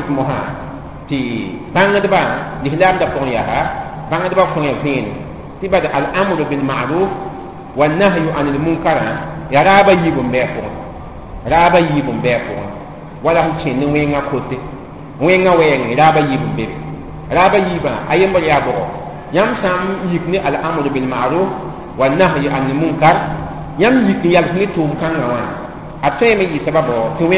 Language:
Mossi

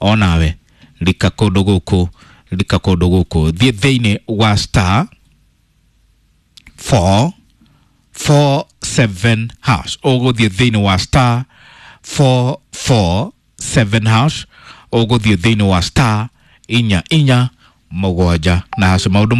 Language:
Kikuyu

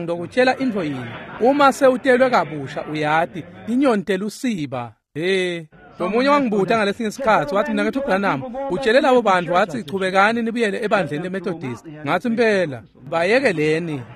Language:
Swati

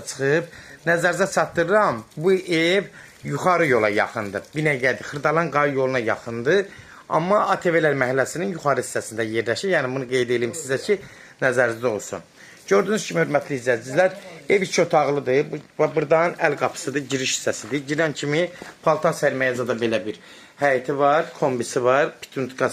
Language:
Azerbaijani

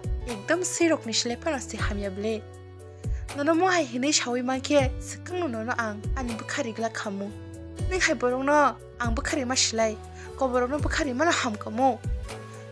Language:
Kok Borok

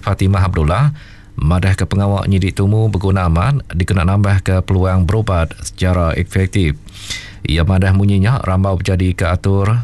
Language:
Iban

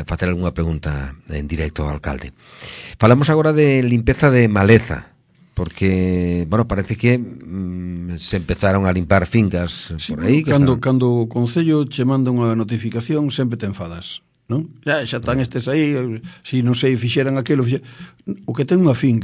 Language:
Galician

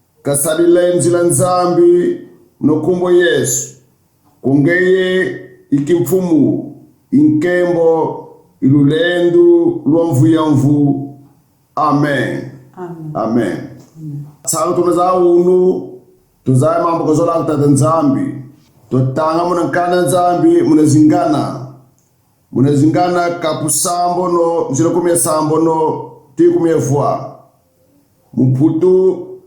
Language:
Kongo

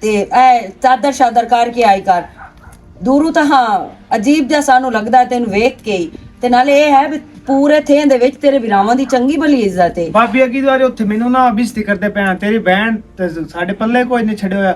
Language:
Western Panjabi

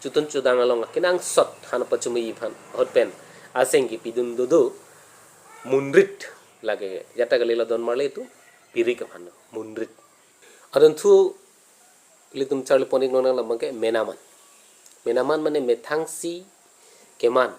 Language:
Karbi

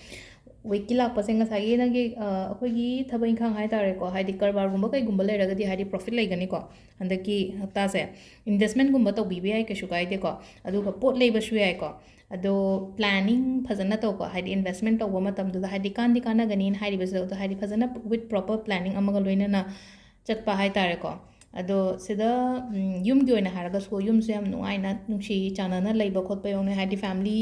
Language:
Manipuri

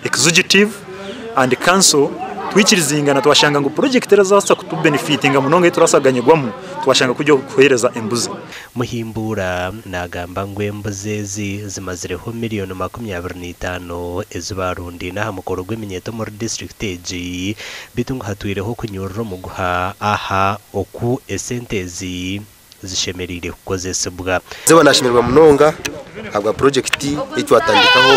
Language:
Nyankole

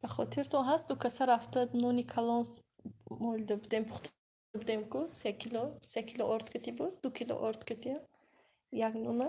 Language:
Tajik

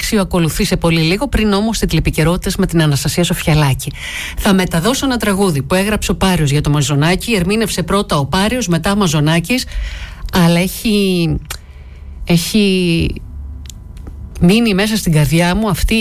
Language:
Greek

